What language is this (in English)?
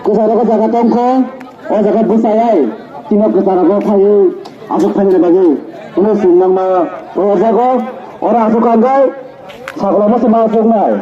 Kok Borok